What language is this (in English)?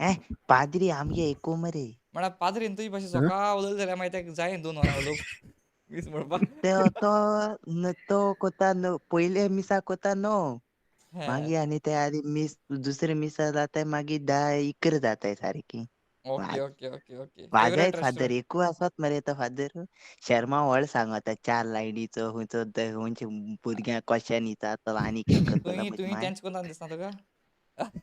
Konkani